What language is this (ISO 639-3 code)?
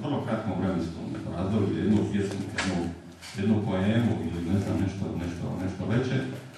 hrv